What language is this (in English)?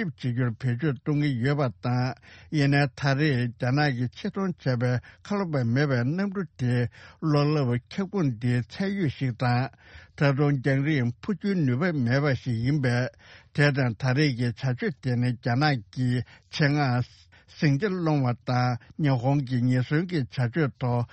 Tibetan